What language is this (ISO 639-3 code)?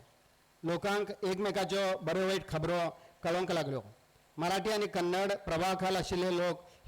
kok